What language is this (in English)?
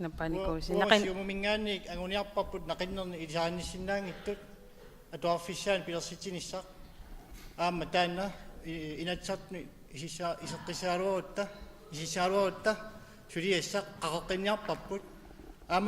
Kalaallisut